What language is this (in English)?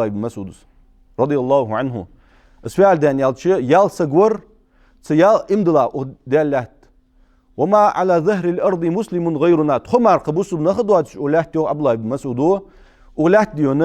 Ingush